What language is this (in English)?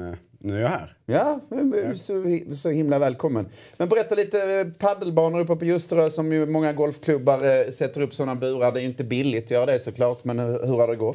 Swedish